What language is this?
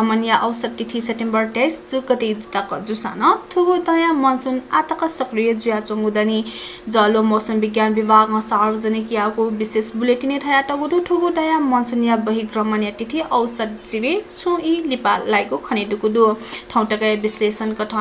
Newari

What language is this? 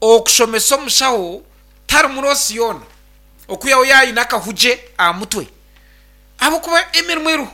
Nyankole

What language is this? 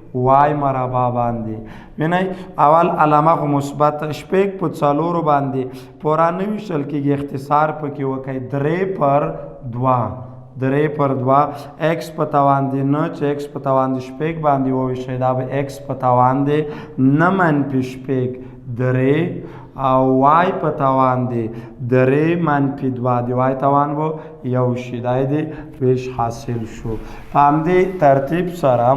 Pashto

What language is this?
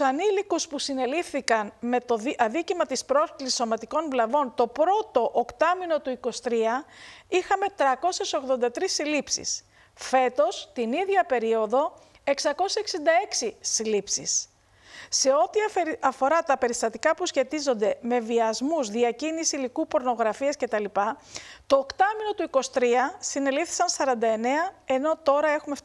Greek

